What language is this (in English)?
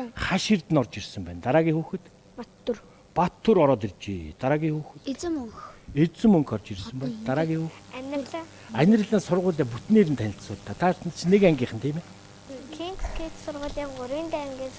Mongolian